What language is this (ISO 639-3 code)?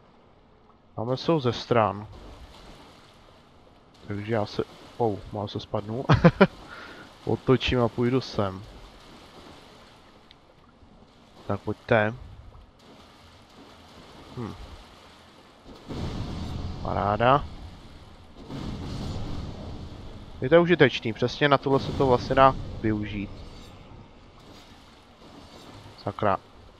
ces